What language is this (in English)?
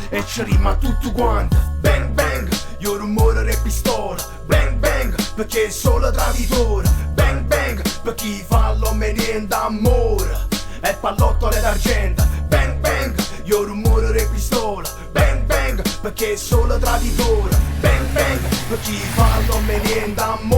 Neapolitan